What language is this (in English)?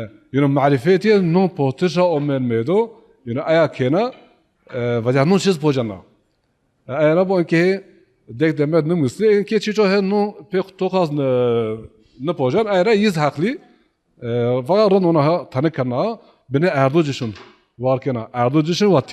Zaza